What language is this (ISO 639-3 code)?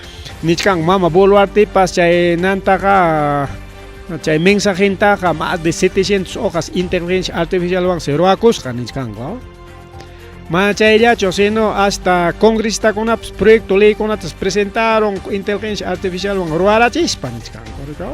quy